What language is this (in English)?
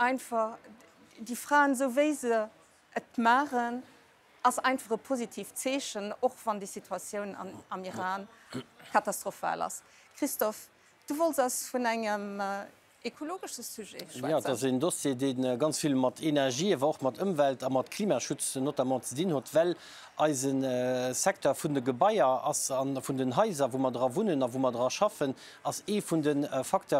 Luxembourgish